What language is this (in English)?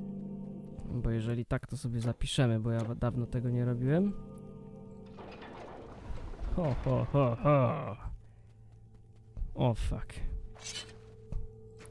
Polish